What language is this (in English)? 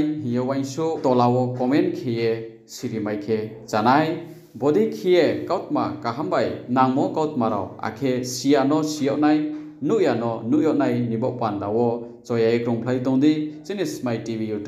Riang (India)